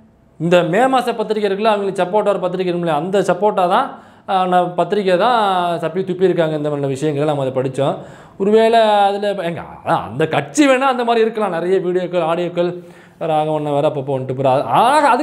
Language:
Tamil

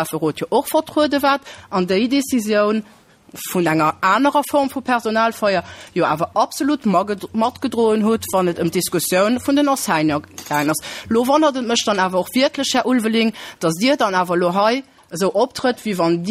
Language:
Luxembourgish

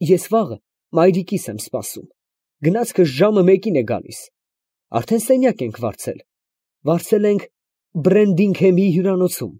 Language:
Armenian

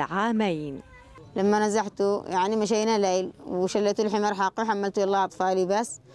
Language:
Arabic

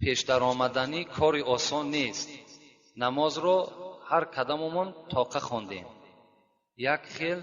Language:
Tajik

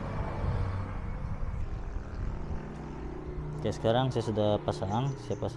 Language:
Malay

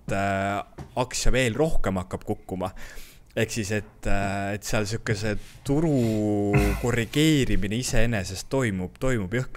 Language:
Estonian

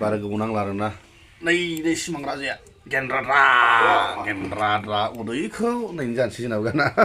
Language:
Bodo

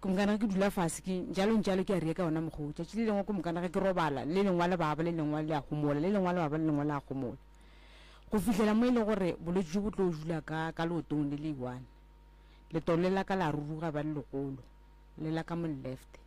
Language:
Northern Sotho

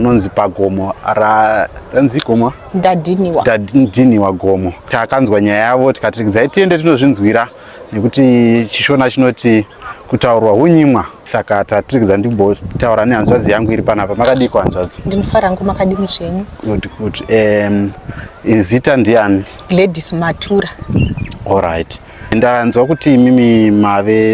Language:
Shona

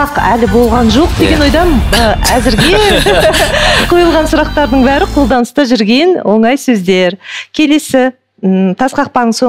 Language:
Kazakh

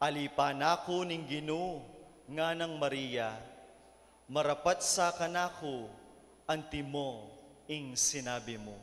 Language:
Pampanga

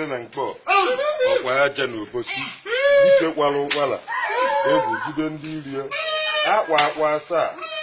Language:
Igbo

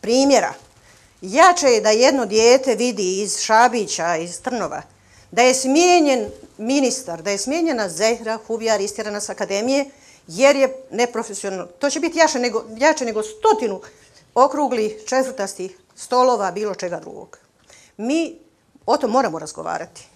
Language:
Bosnian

